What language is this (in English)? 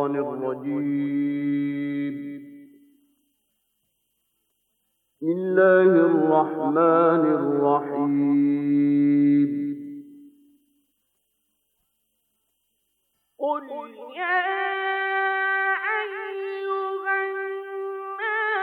Bosnian